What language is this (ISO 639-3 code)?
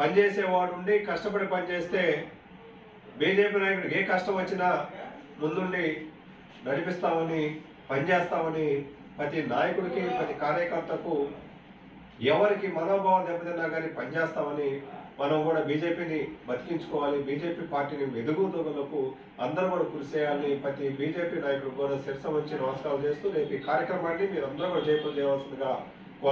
tel